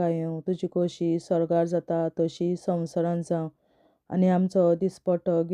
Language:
Konkani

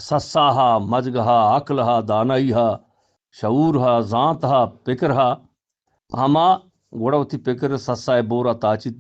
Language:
Eastern Balochi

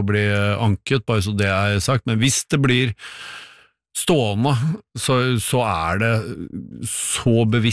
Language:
Norwegian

